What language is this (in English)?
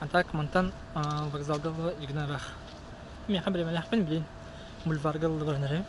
Yakut